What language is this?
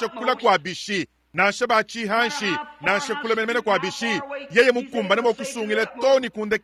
Luba-Lulua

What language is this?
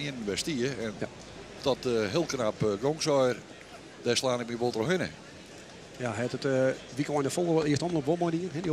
Western Frisian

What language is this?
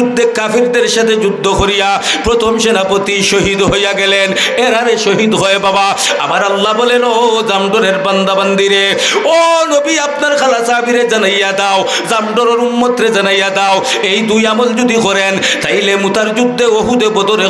Sylheti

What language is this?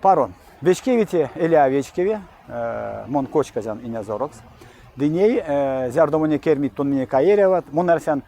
Erzya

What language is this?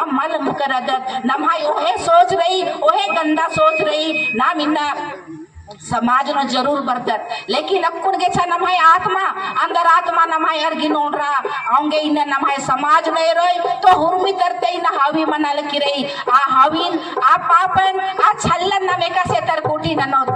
Kurukh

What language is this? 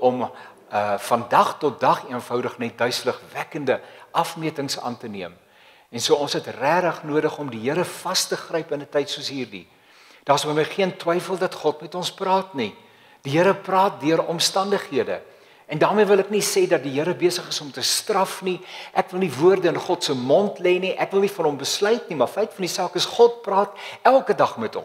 Afrikaans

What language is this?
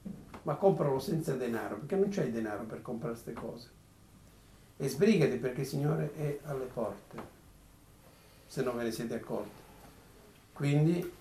Italian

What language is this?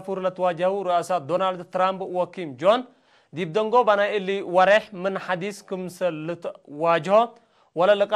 Tigre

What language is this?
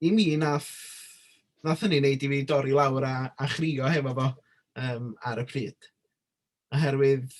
Welsh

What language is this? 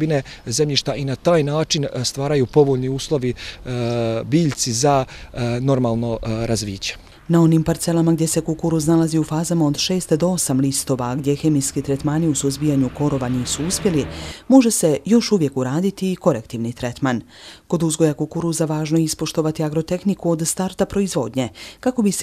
Bosnian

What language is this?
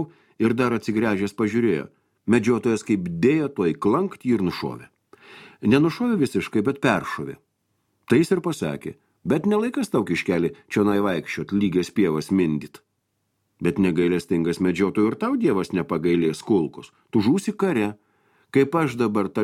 Lithuanian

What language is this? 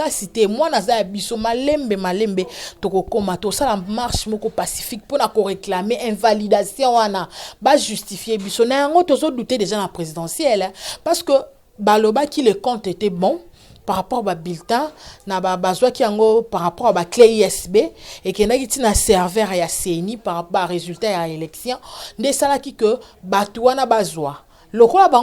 Lingala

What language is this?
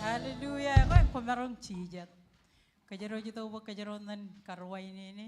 Marshallese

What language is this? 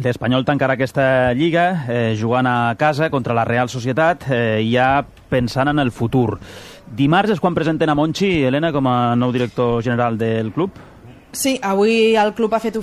Catalan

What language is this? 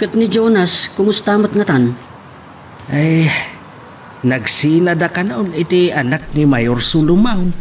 Iloko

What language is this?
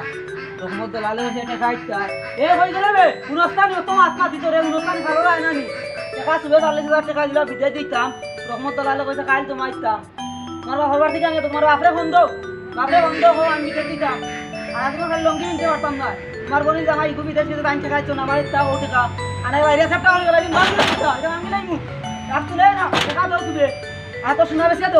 Sylheti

